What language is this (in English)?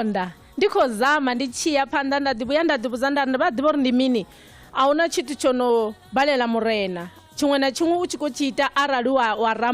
Venda